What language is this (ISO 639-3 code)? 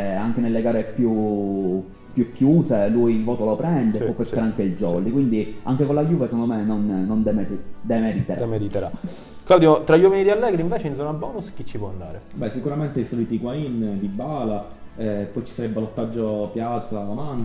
ita